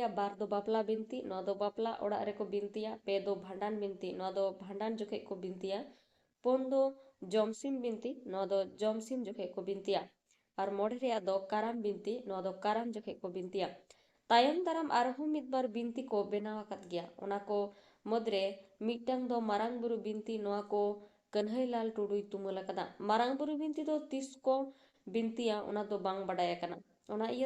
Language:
Santali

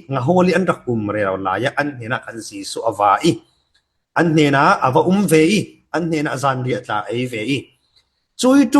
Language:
Falam Chin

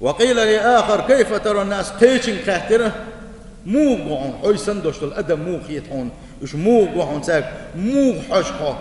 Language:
Chechen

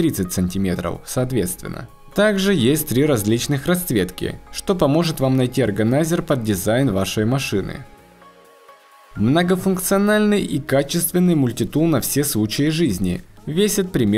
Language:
Russian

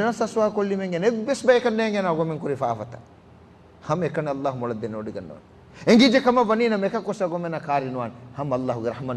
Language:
Divehi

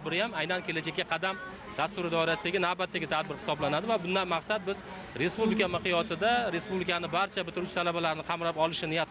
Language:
Uzbek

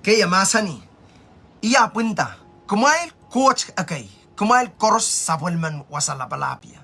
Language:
Pohnpeian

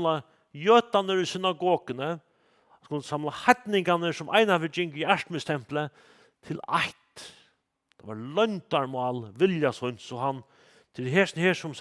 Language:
Faroese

